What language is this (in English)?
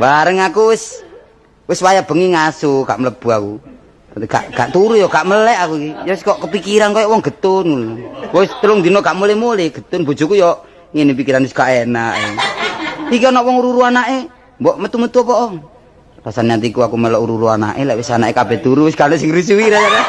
Javanese